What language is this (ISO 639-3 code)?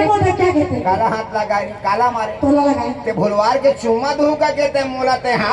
hne